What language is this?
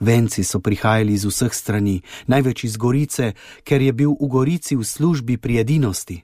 Slovenian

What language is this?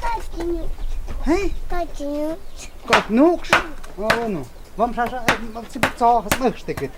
Totontepec Mixe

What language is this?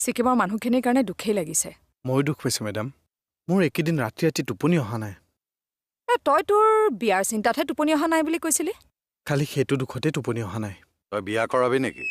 Assamese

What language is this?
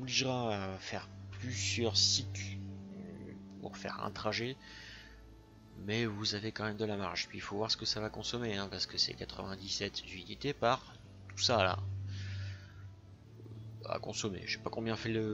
French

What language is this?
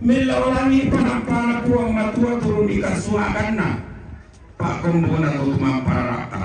Toraja-Sa'dan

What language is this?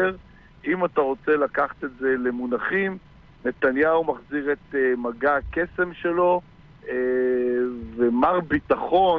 Hebrew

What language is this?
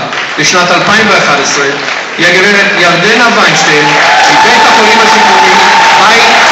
Hebrew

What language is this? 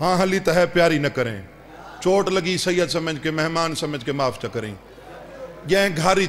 Saraiki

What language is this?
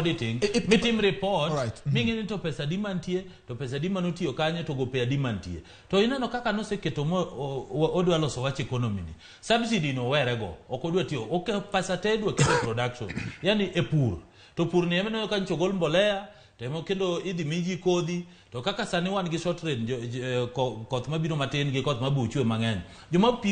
Luo (Kenya and Tanzania)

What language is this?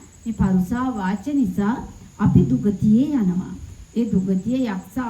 Sinhala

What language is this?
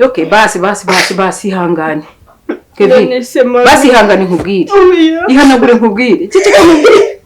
Kinyarwanda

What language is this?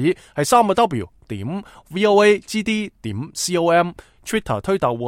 Cantonese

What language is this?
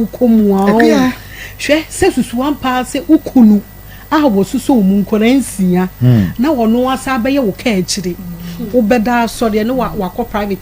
Akan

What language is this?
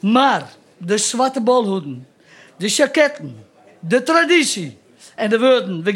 Western Frisian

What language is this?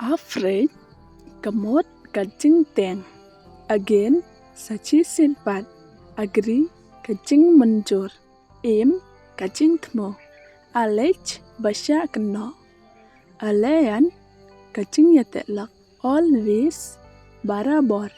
Khasi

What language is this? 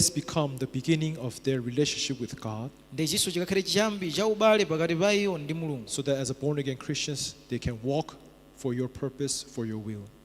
Nyanja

